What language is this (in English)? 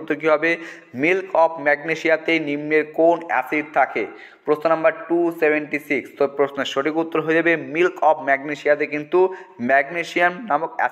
Bangla